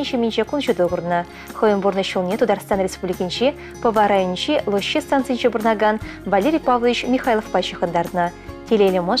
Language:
Chuvash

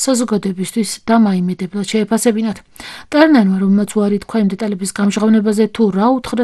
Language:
Georgian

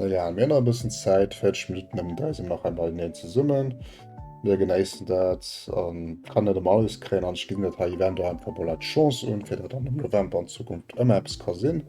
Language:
Luxembourgish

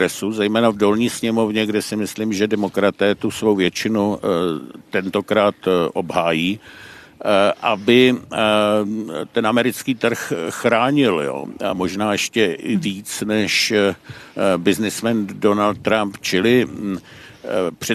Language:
Czech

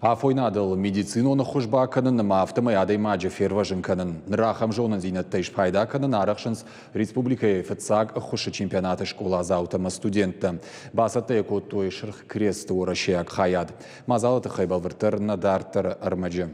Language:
Ossetic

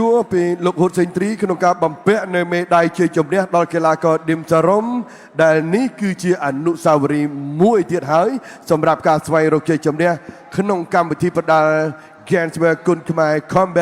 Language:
Khmer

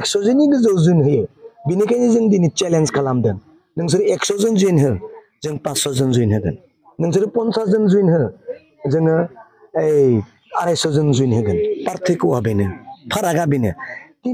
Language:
Bodo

